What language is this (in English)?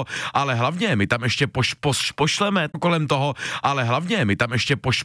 Czech